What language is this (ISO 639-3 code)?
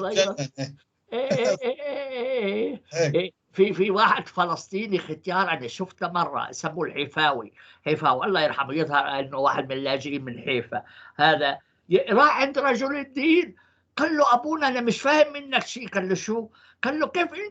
apc